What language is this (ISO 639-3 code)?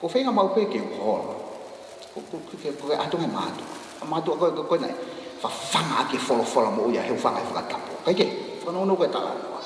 ton